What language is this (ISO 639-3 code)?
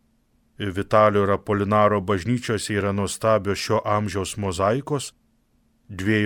lit